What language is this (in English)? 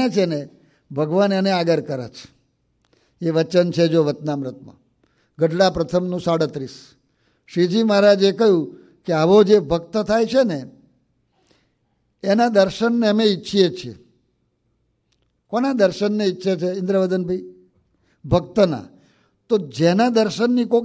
Gujarati